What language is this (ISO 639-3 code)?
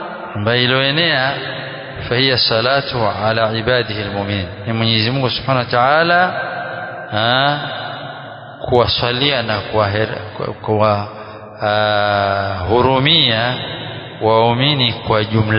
swa